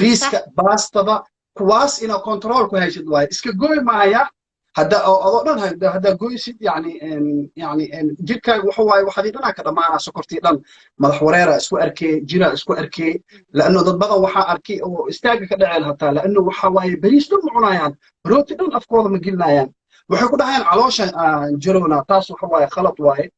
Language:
Somali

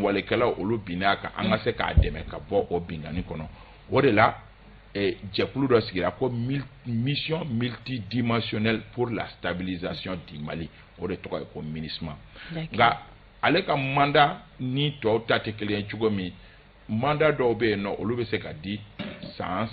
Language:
Bambara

